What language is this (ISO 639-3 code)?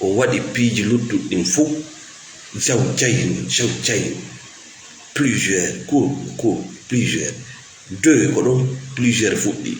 ful